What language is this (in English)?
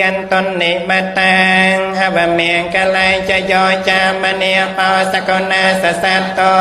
Khmer